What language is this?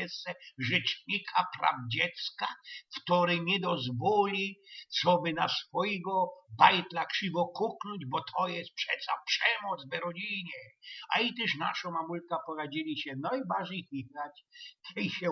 Silesian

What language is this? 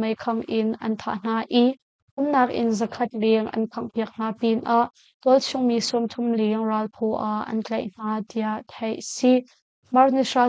Hakha Chin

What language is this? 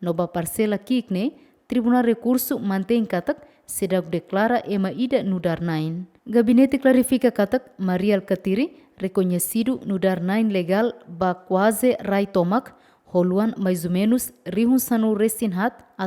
Tetum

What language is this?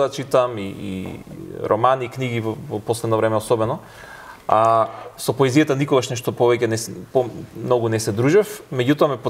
Macedonian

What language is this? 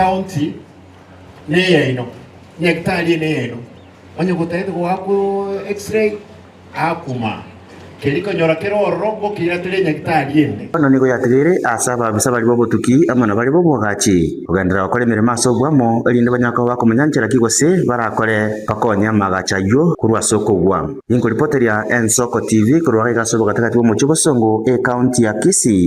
Gusii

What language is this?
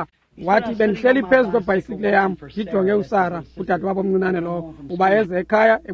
Xhosa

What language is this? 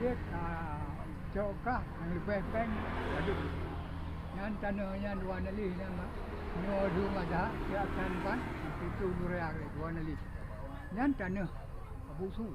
Achinese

